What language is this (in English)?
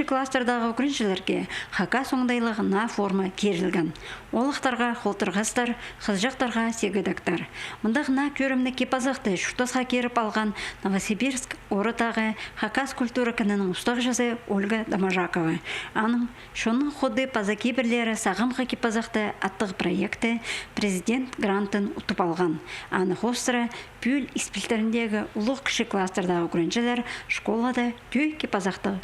Khakas